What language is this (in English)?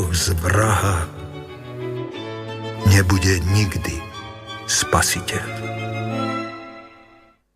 Slovak